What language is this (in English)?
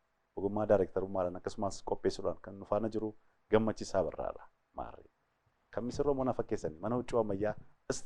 Oromo